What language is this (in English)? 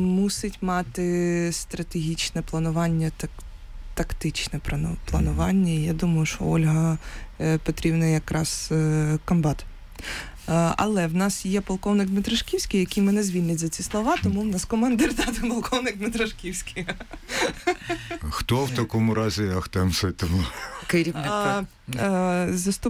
Ukrainian